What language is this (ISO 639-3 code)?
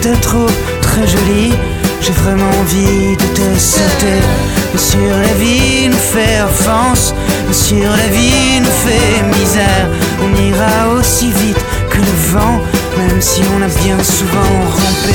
fra